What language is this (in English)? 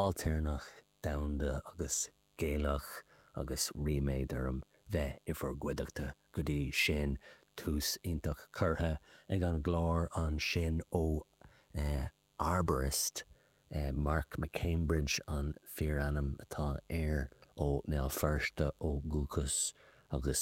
Irish